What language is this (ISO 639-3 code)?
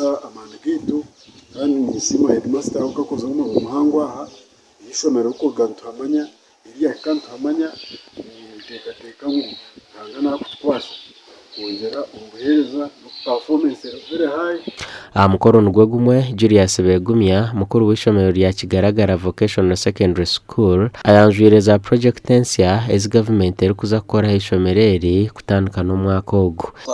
nyn